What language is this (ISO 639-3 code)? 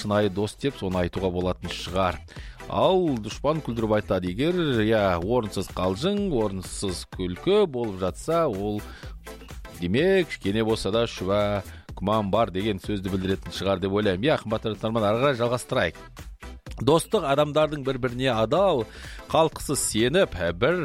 kaz